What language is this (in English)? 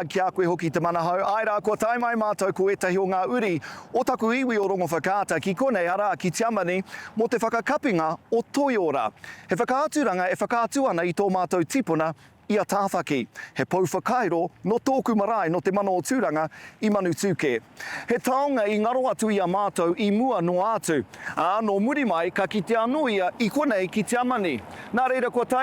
Māori